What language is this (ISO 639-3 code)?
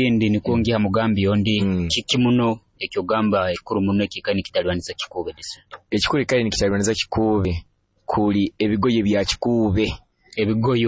nyo